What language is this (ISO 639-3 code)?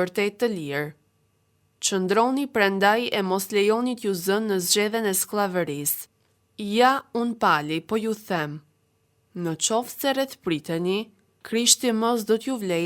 sqi